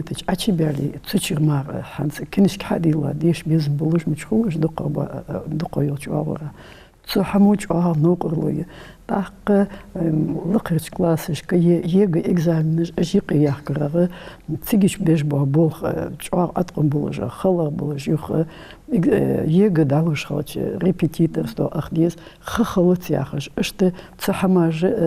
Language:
Ingush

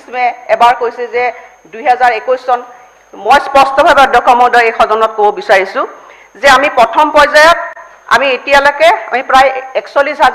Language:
Assamese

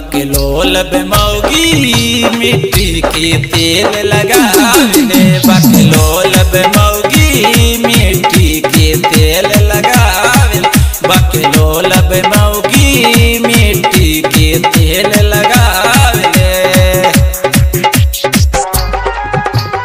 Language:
Bhojpuri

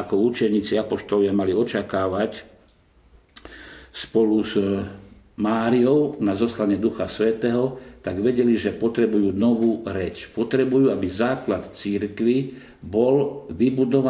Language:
Slovak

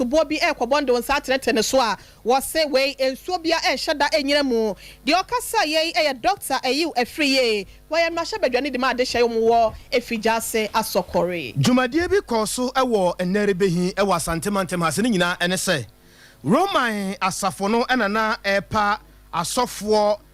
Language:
Akan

